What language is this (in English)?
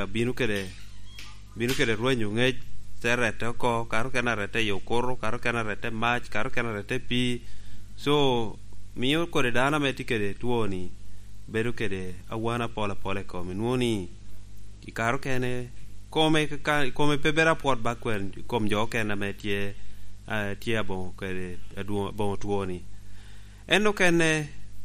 Lango (Uganda)